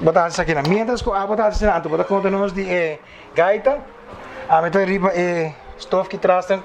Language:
Papiamento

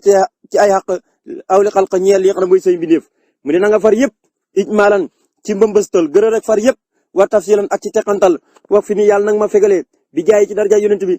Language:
Wolof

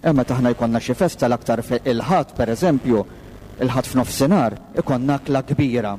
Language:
Maltese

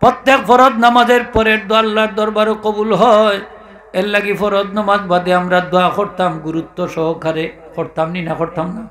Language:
Sylheti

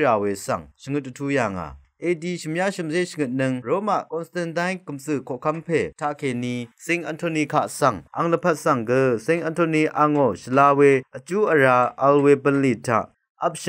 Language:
Rawang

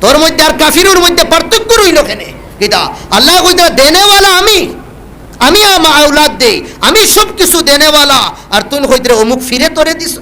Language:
Sylheti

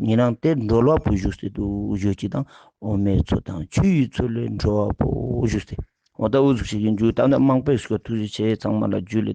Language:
Ladakhi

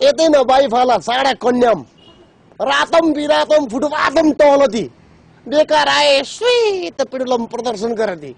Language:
Nepali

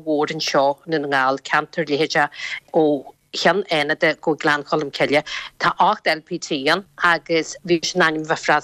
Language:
Irish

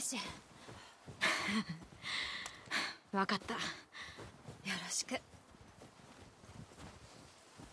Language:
Japanese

